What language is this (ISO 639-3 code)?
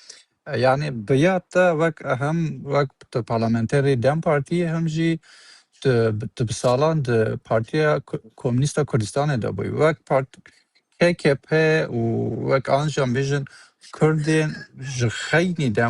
kur